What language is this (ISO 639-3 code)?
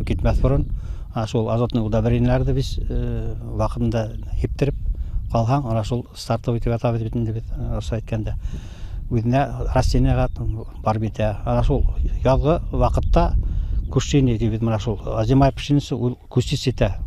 bak